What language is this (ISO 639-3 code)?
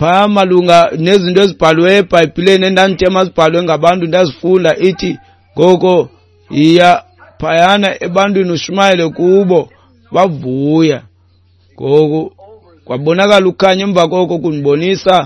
xho